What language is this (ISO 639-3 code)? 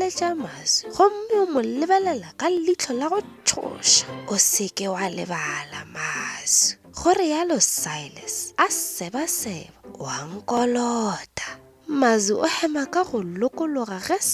nso